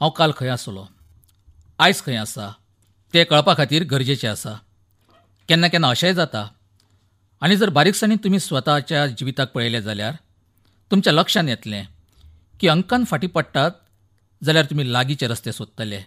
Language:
Konkani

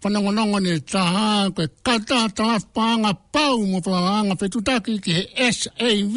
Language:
Tongan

